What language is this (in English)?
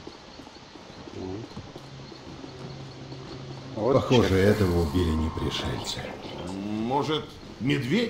Russian